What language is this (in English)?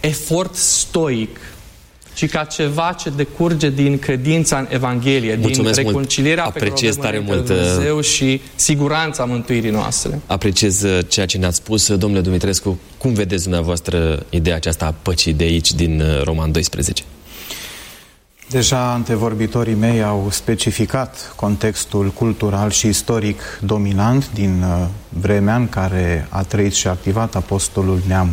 Romanian